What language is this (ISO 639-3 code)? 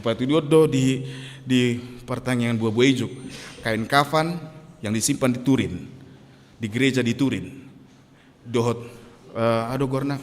bbc